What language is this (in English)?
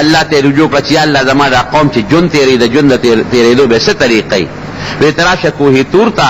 Pashto